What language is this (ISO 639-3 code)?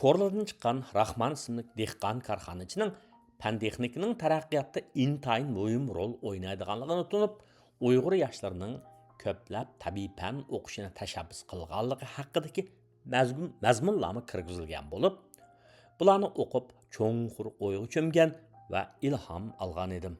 uig